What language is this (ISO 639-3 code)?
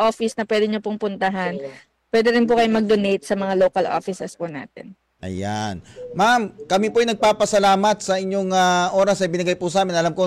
fil